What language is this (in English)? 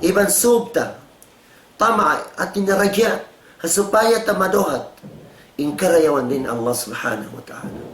Tausug